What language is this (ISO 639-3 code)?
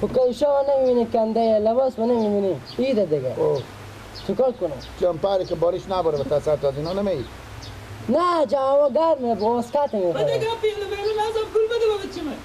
fas